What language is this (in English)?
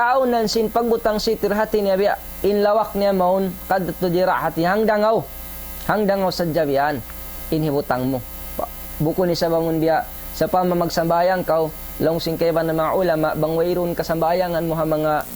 Tausug